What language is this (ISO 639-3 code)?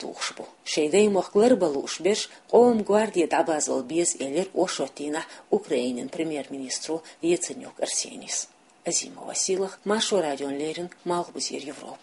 che